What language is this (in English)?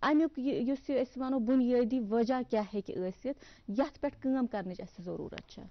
Kashmiri